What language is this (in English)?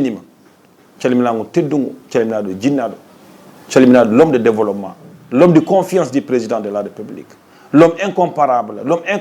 Fula